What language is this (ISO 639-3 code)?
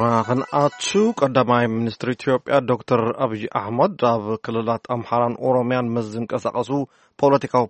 tir